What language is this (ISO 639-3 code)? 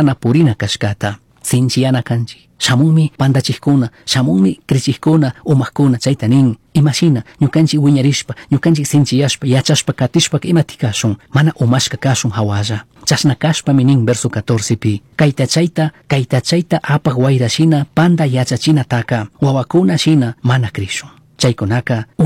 qug